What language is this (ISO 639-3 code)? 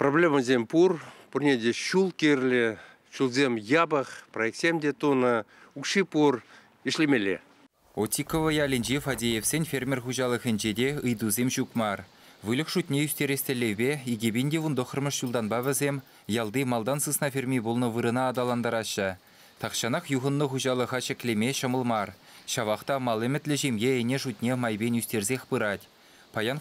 chv